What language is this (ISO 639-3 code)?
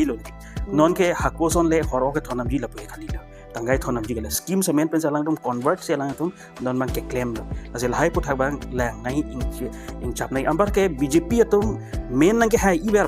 mjw